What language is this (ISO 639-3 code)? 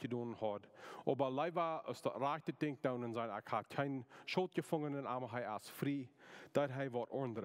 pdt